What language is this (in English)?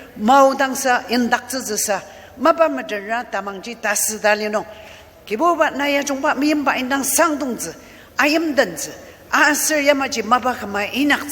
Ao Naga